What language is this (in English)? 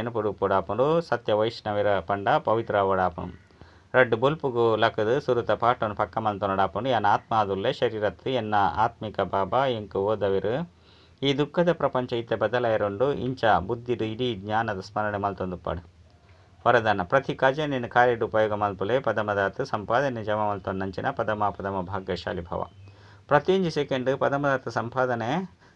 Tulu